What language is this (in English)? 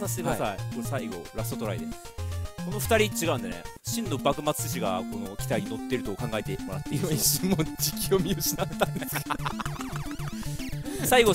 Japanese